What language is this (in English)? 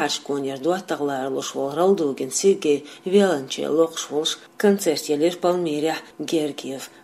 Chechen